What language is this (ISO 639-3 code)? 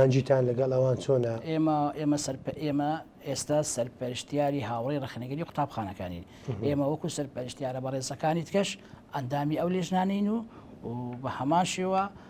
ckb